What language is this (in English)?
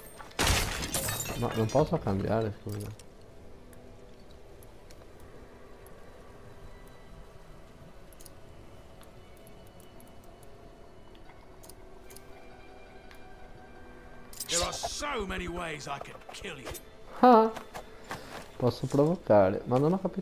Italian